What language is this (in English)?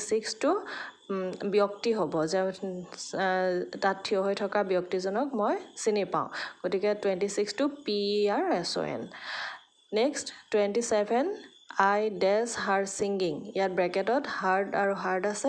Assamese